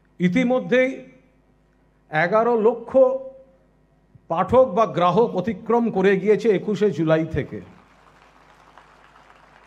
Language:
Bangla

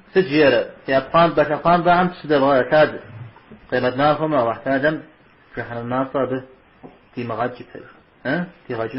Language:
Kabardian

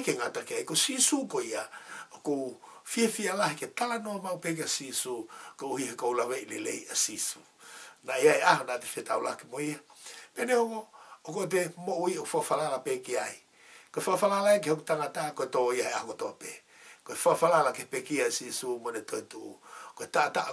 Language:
Tongan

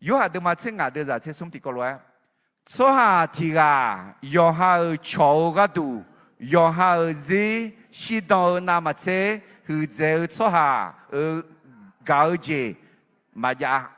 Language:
Akha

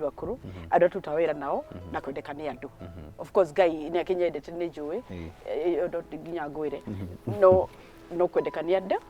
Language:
Kikuyu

